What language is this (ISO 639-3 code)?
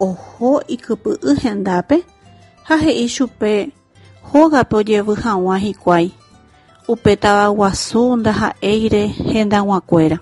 grn